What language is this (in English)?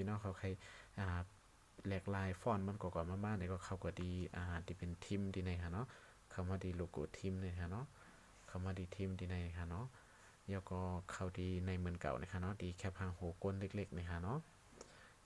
Shan